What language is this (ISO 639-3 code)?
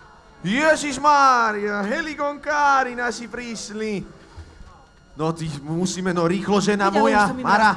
slk